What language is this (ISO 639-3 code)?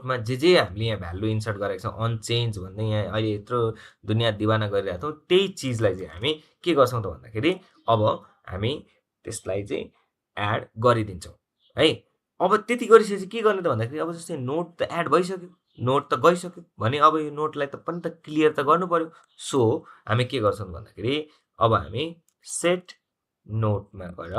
nep